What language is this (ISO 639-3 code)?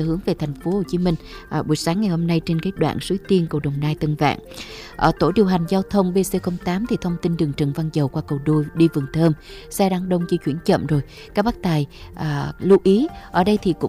vie